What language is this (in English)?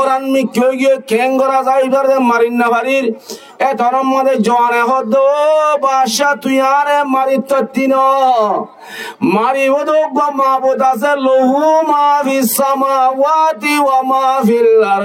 Rohingya